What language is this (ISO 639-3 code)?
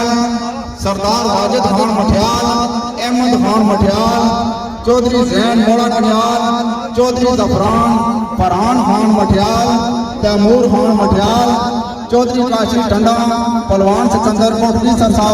phr